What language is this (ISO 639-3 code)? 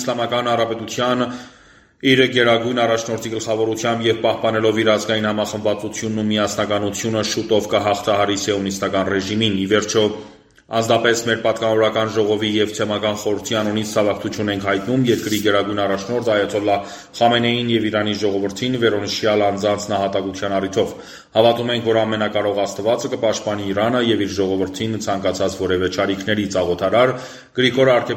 hye